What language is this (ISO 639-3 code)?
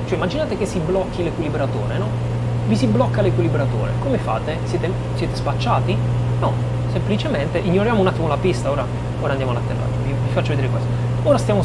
ita